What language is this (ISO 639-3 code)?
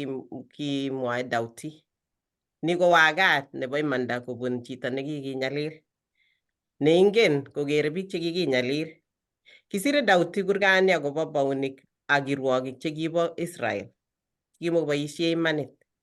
kln